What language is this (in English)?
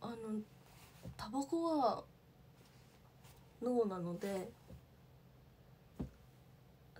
Japanese